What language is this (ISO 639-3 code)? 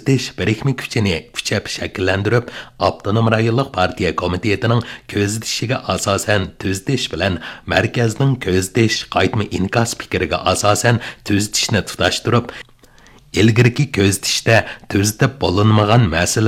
uig